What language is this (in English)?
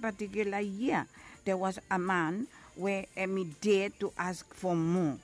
Bislama